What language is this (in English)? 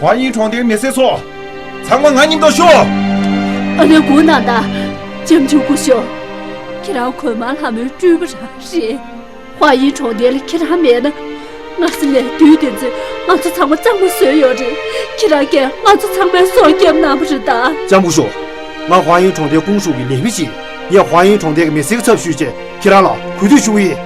Tibetan